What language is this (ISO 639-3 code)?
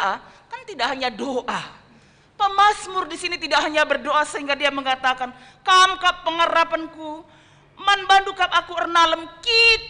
btx